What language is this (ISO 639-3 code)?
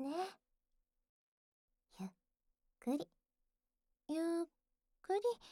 jpn